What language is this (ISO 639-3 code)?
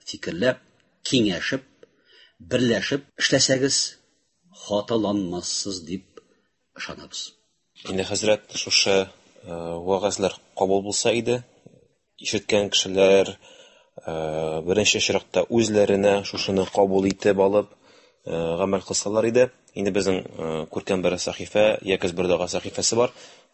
tat